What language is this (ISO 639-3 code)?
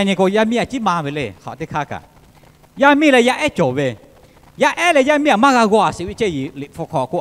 lhu